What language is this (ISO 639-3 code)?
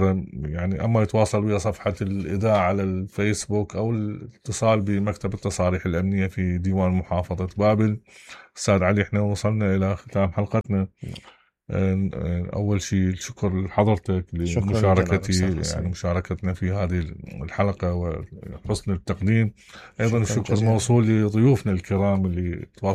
acm